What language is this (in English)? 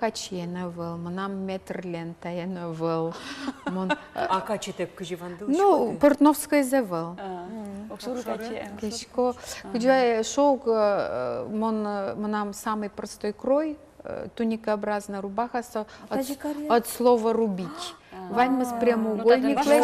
Udmurt